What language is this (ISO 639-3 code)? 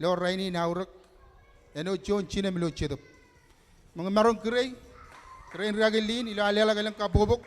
mah